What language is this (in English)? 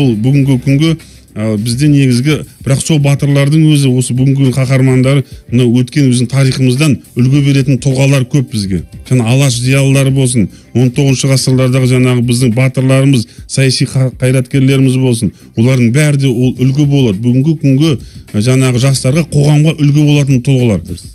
Kazakh